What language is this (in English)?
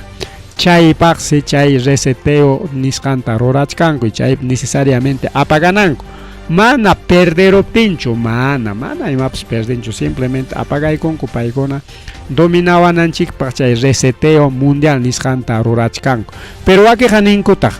Ayacucho Quechua